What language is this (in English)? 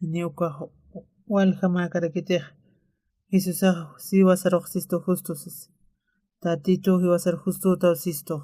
Aymara